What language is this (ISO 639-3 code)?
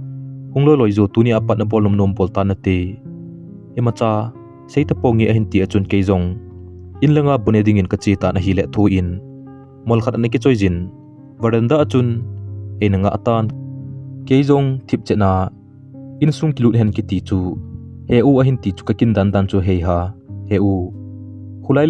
tcz